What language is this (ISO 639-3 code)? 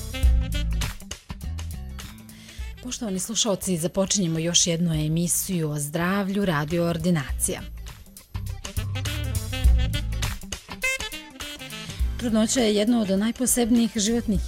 hrv